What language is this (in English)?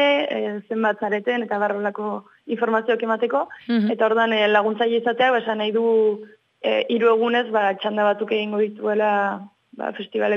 Basque